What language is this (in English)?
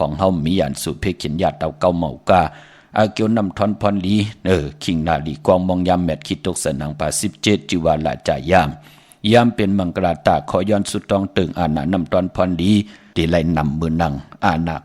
Shan